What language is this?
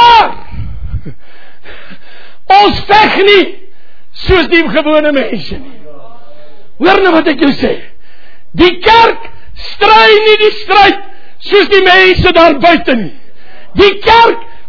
Afrikaans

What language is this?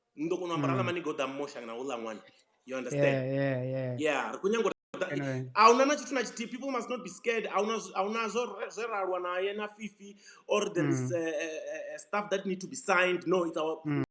Venda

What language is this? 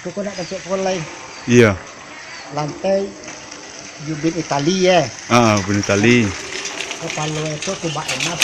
Minangkabau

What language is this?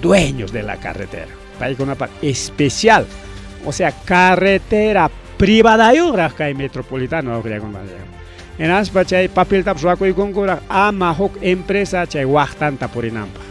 Ayacucho Quechua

